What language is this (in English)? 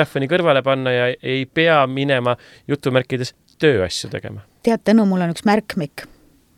Estonian